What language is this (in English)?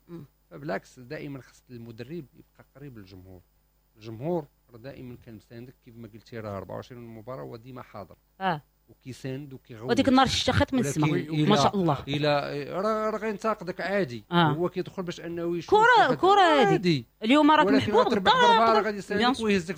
Moroccan Arabic